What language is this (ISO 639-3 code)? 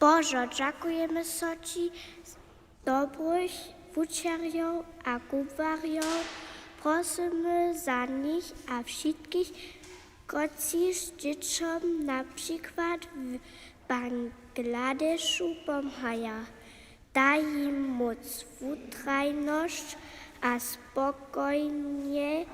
hsb